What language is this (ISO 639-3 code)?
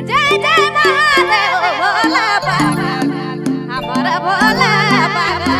sck